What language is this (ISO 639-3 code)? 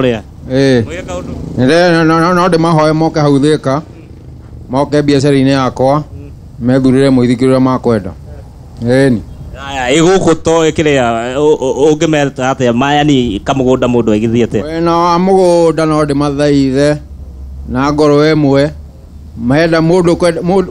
kik